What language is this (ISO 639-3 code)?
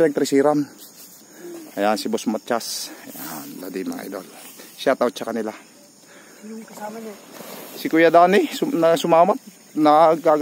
fil